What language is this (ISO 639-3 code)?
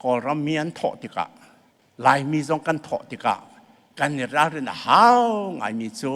cfm